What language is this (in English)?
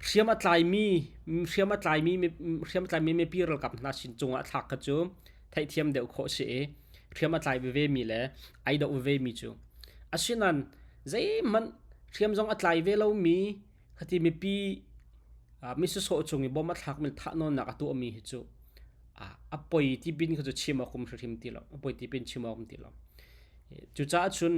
Hakha Chin